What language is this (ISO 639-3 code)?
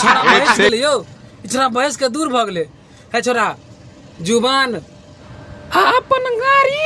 mai